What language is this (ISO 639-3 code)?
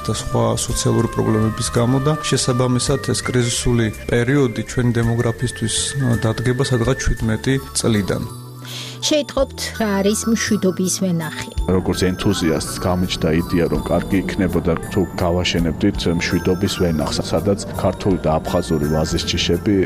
kat